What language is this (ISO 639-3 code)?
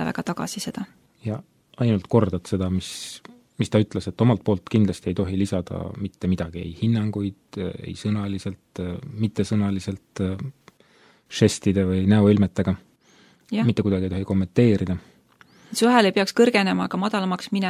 est